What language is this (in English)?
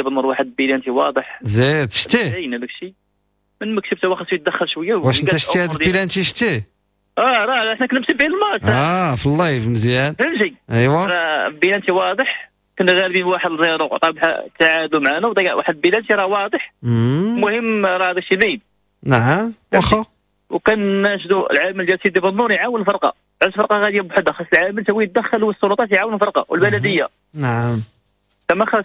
Moroccan Arabic